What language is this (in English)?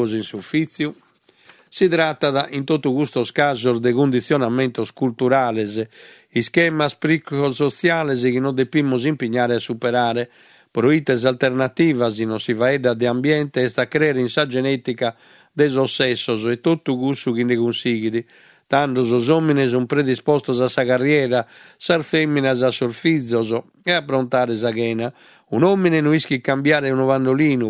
Sardinian